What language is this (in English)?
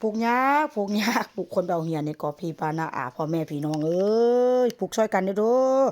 Northeastern Thai